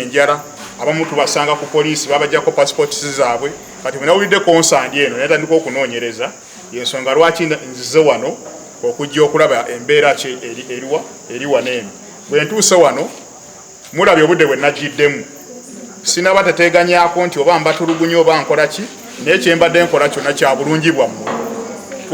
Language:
Ganda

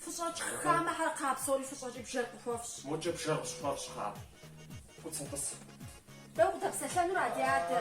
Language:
Kabardian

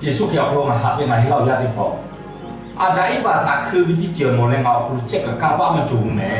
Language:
Lahu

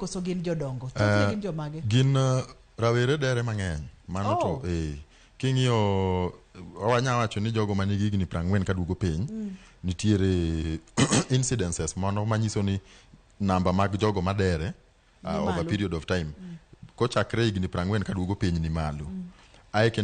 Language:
Luo (Kenya and Tanzania)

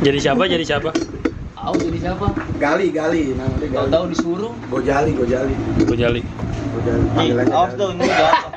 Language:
Betawi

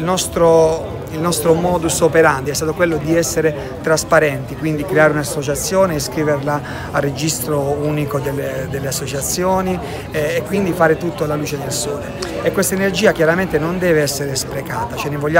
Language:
Italian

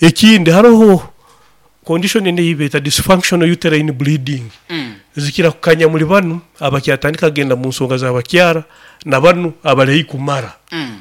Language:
Nyoro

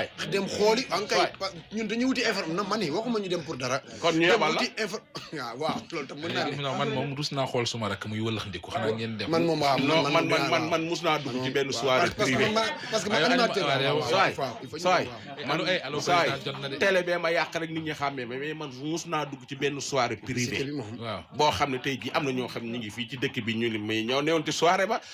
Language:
Wolof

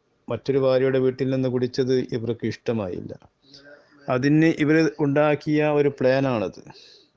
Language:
Malayalam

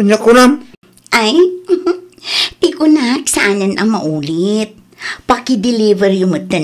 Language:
Iloko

